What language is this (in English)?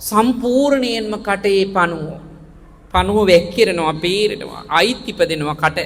Sinhala